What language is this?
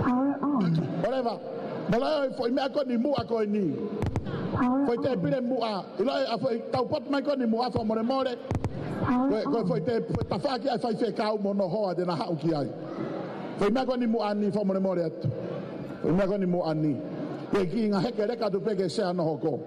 Tongan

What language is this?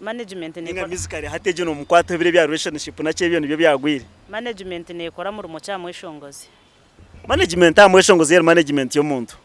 Nyankole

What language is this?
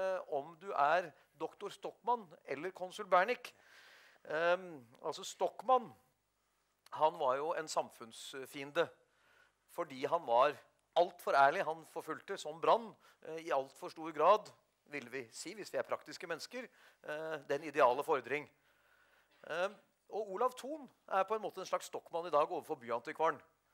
Norwegian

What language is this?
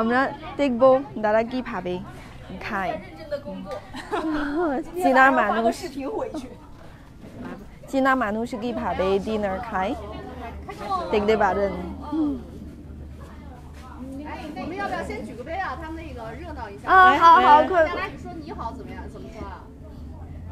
Bangla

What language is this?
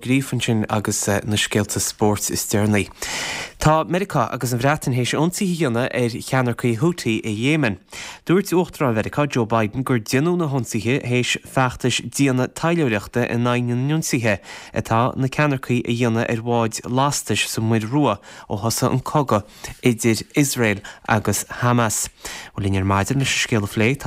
Irish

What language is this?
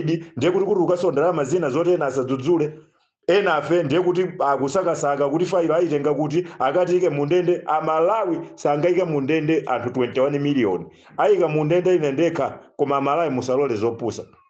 Nyanja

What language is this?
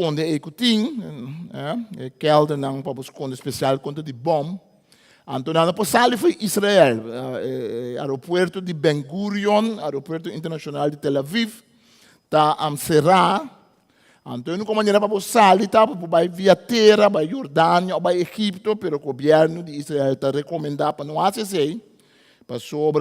Papiamento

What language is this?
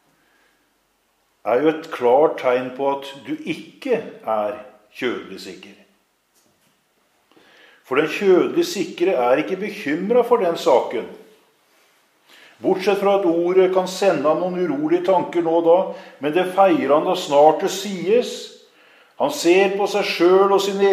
Norwegian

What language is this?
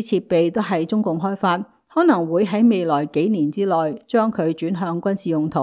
Cantonese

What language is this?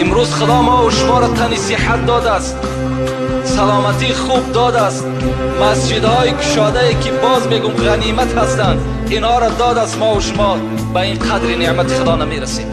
Tajik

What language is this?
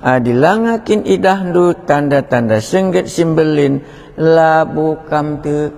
Batak Karo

